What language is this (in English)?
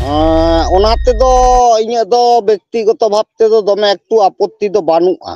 Santali